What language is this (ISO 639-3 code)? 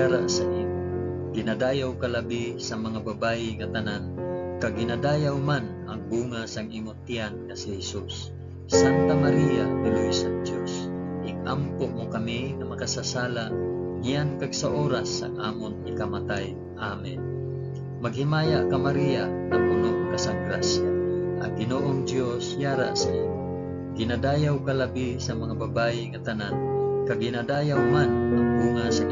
hil